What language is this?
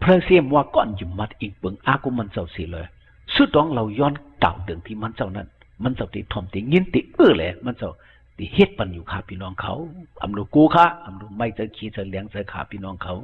Shan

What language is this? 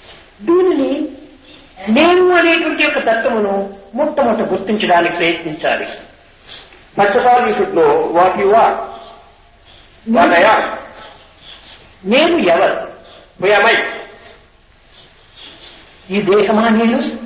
Telugu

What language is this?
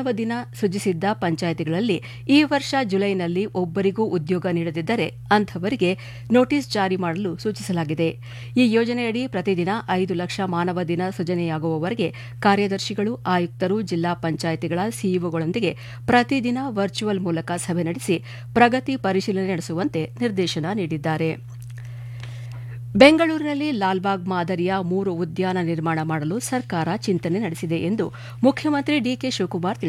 Kannada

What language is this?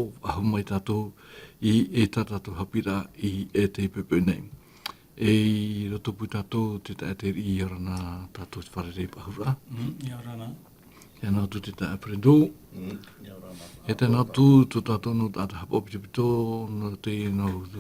Tahitian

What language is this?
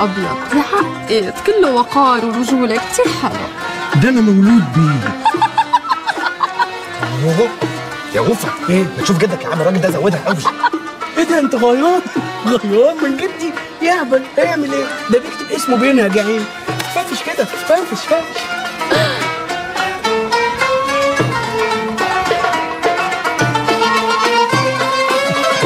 Egyptian Arabic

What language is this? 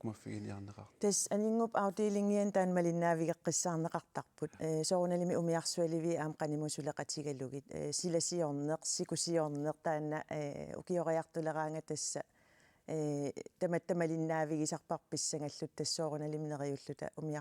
Kalaallisut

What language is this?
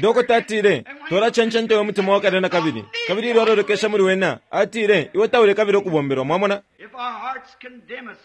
Bemba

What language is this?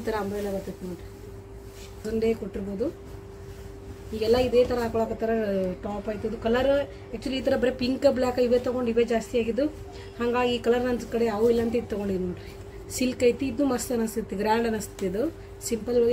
Kannada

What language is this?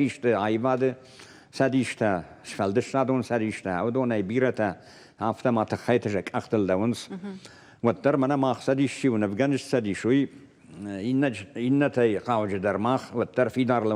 Ossetic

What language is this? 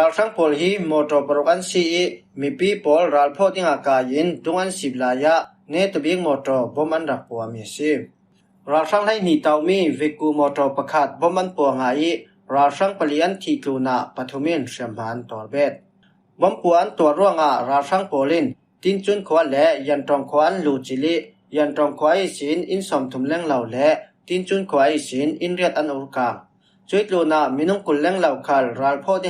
Falam Chin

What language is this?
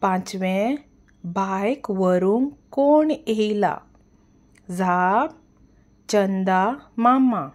Konkani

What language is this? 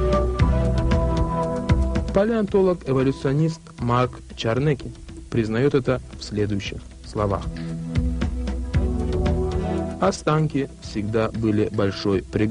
Russian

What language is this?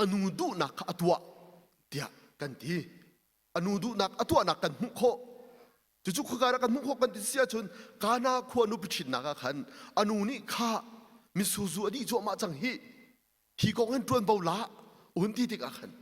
Hakha Chin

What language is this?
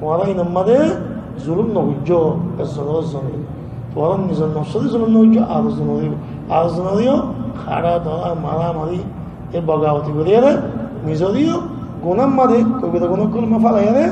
Rohingya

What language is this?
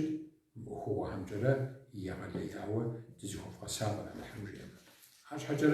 Kabardian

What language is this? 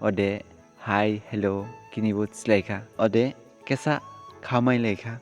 Dimasa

